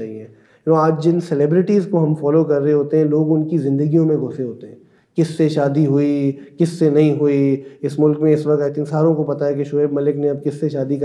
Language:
Urdu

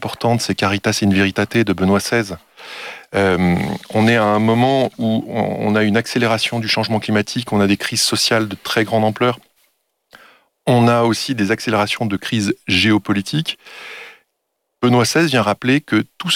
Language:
French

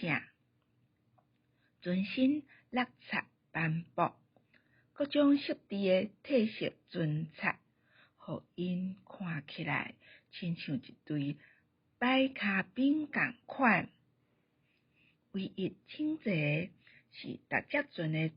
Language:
Min Nan Chinese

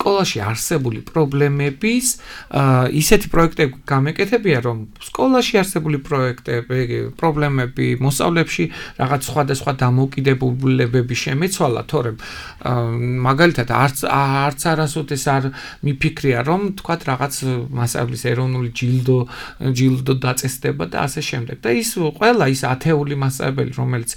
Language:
Georgian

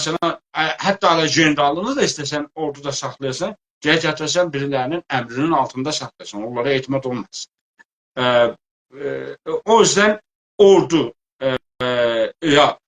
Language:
South Azerbaijani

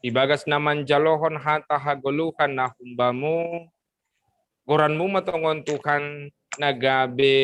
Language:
Batak Simalungun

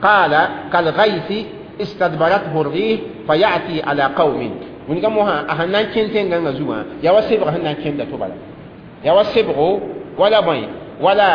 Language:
Mossi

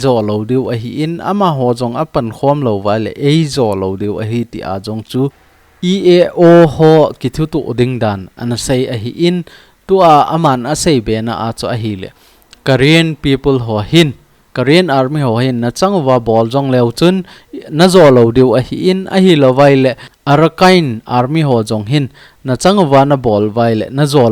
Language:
Thado Chin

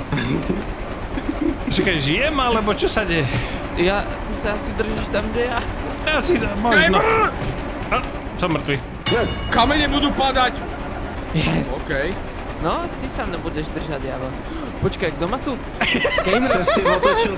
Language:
Slovak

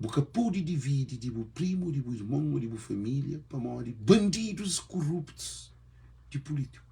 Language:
Kabuverdianu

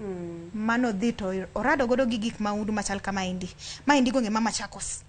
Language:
Luo (Kenya and Tanzania)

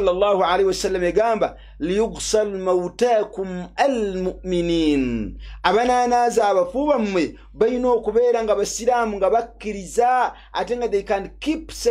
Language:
Ganda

